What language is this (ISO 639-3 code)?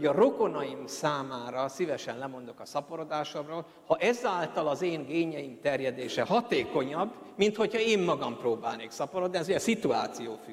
hun